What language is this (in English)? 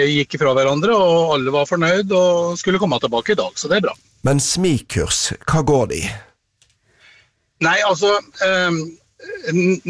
Norwegian